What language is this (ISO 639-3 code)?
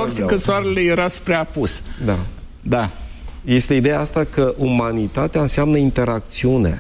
ron